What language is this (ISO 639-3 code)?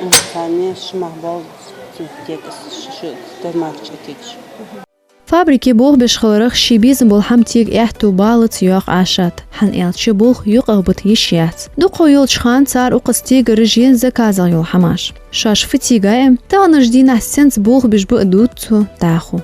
inh